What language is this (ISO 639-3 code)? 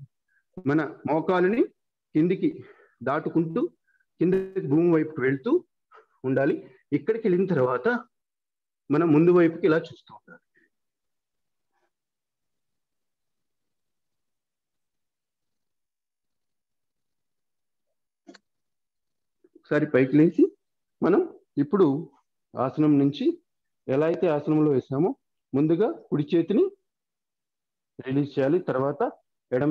tel